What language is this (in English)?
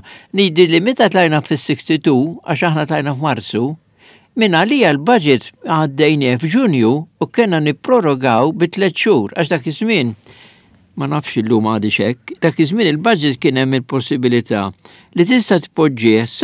Maltese